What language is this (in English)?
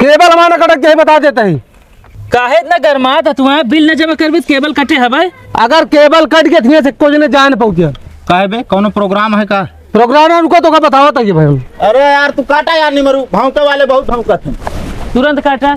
Awadhi